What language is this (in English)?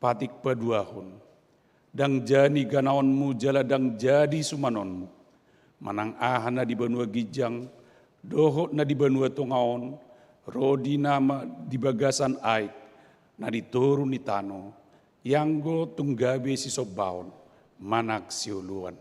Batak Toba